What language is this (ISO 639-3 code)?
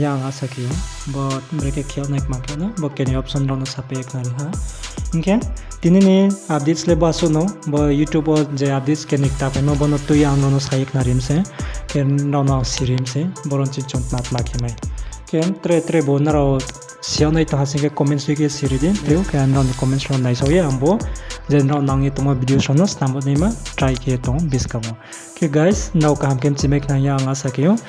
ria